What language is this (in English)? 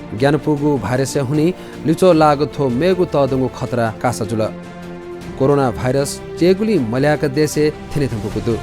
Newari